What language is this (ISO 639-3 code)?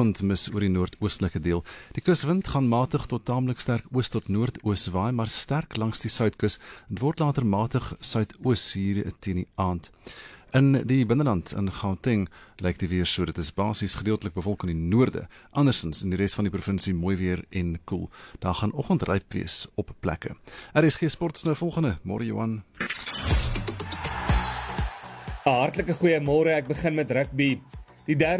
afr